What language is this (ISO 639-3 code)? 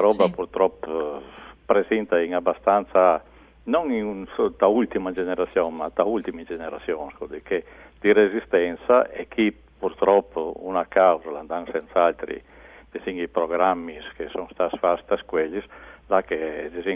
fur